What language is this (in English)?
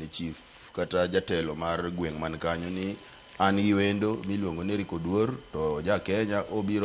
Luo (Kenya and Tanzania)